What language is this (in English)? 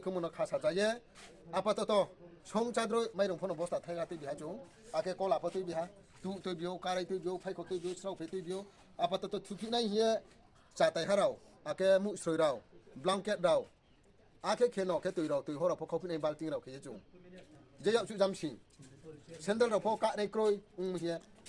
Riang (India)